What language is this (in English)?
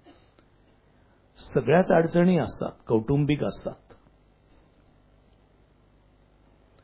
Marathi